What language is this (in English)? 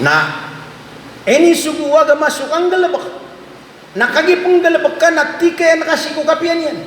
Maranao